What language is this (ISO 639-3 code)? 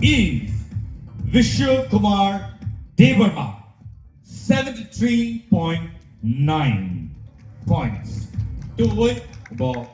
trp